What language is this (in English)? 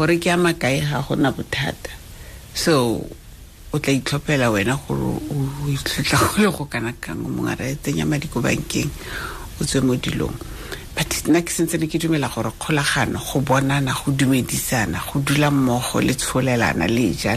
Tswana